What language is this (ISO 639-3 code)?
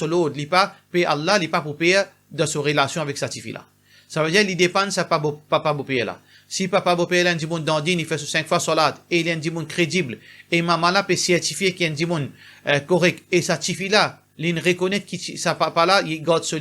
mfe